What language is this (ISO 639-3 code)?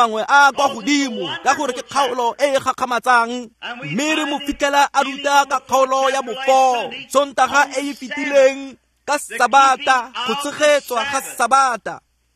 tsn